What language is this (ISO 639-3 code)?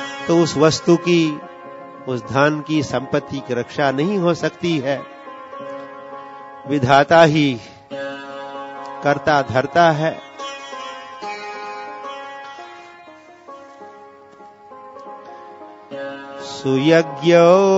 hin